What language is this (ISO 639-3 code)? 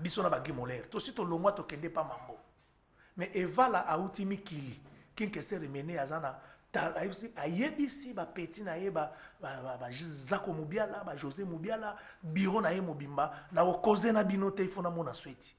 lin